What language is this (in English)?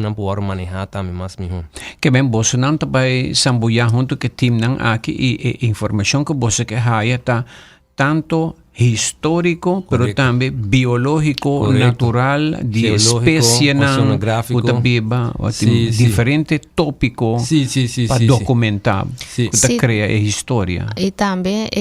Papiamento